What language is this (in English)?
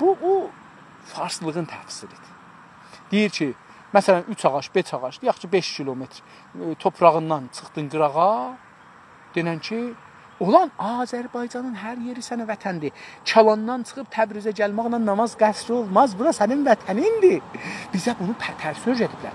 South Azerbaijani